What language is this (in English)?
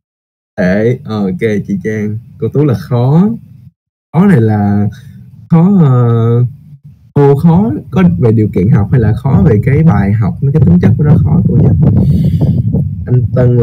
Vietnamese